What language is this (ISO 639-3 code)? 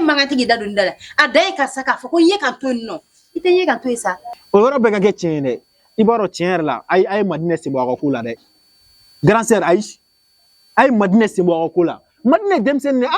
bam